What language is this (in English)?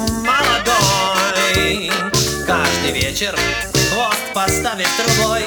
Russian